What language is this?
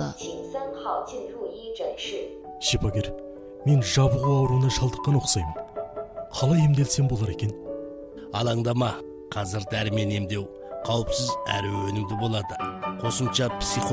Kazakh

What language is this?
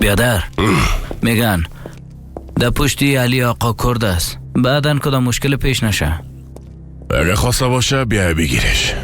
Persian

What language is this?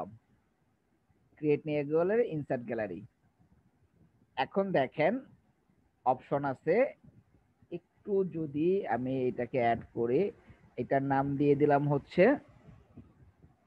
Bangla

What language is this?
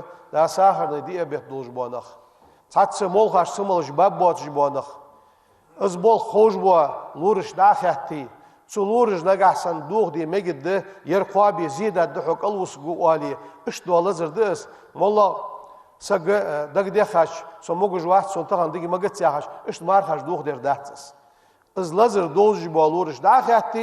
Ingush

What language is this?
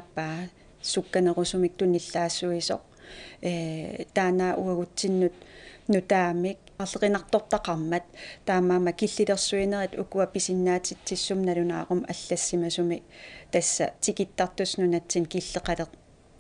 Kalaallisut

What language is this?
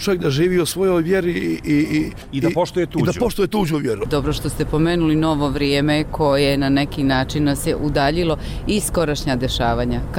Bosnian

